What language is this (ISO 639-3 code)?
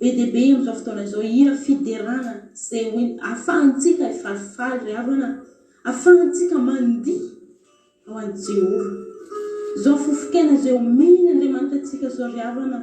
mlg